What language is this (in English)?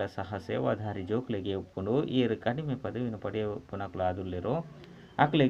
Tulu